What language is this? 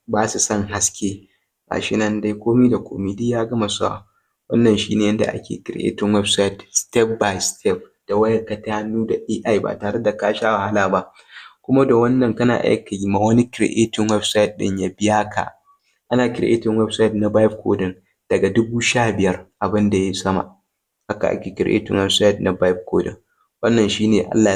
Hausa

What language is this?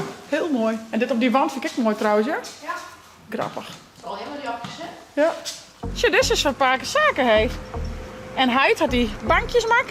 Western Frisian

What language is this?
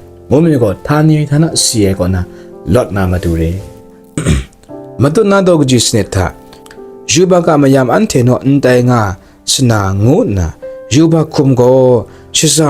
Kachin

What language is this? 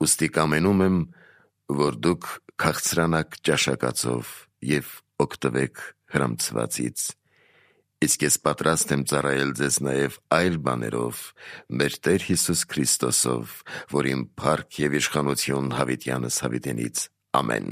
Armenian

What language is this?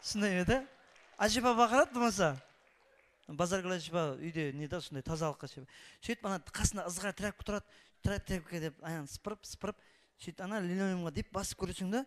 Kara-Kalpak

